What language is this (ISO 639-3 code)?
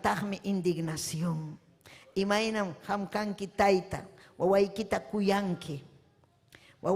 quy